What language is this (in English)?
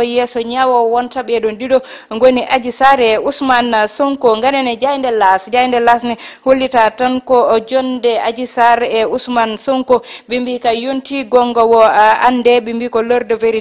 Fula